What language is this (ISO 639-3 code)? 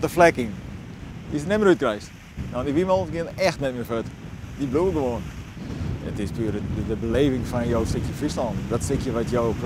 fry